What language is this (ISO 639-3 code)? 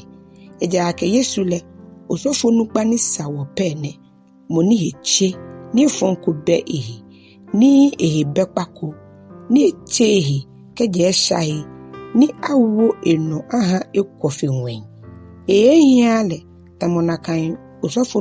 gaa